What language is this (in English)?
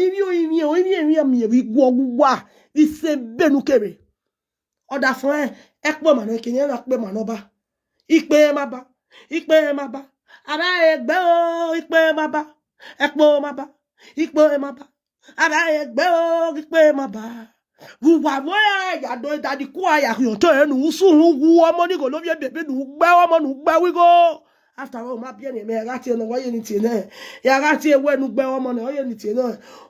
Nigerian Pidgin